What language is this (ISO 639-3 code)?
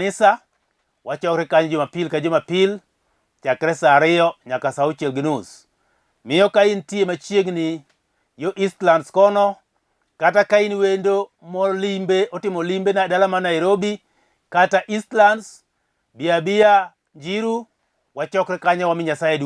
luo